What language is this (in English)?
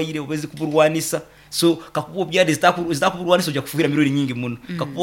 Nyoro